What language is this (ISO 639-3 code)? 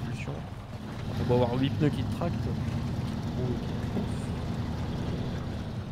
fra